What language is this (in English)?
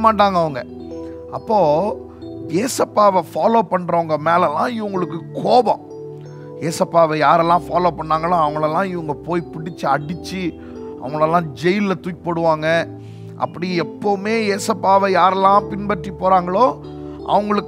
Tamil